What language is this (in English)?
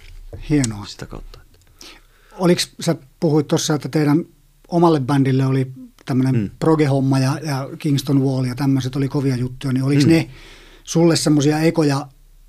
Finnish